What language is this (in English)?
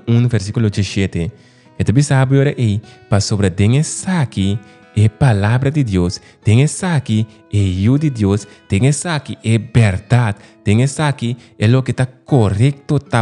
Papiamento